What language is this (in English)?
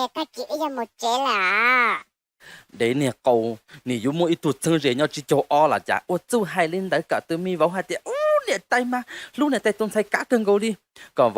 Hmong